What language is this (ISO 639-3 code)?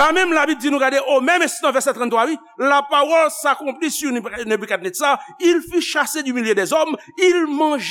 hat